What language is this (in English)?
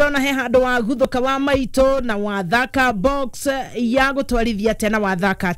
Kikuyu